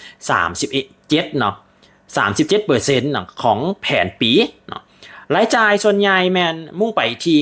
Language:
Lao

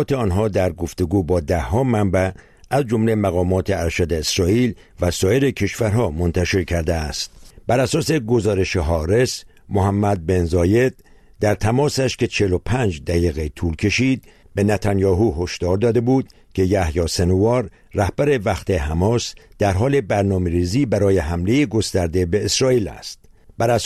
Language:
Persian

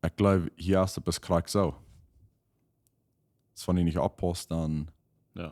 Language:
Plautdietsch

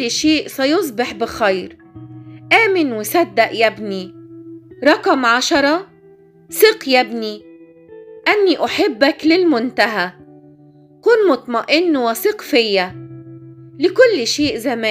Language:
Egyptian Arabic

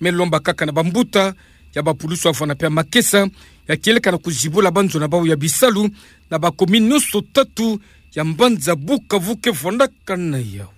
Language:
Kituba (Democratic Republic of Congo)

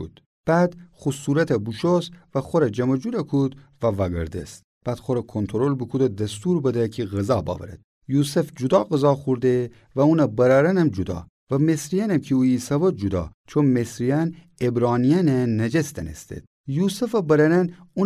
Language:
Gilaki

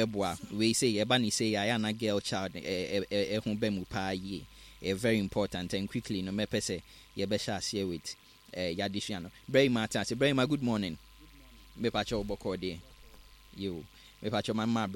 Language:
Akan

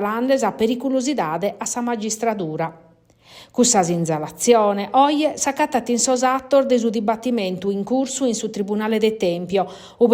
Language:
Sardinian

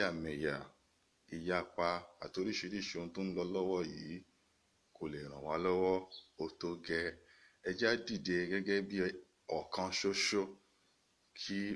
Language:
Yoruba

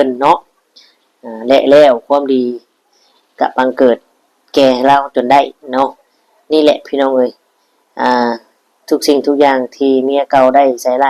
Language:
Lao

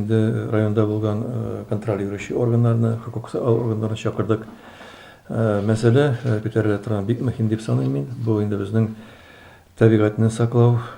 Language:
Tatar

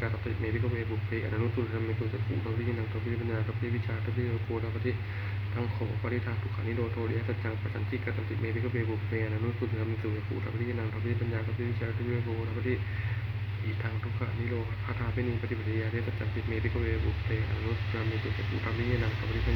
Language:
Pali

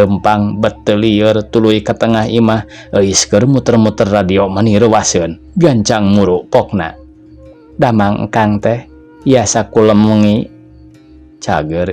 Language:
Sundanese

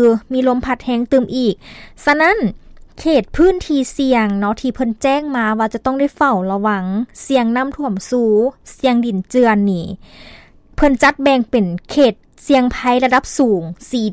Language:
Lao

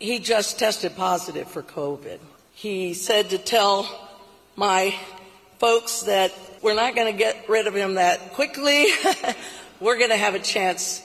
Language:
Kurdish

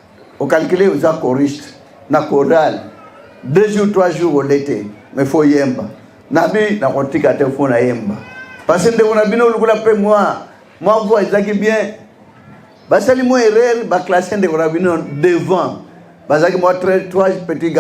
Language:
Lingala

